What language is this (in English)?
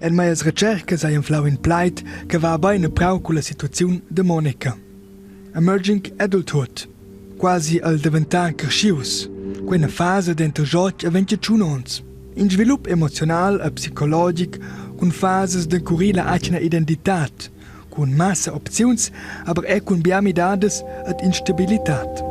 Romansh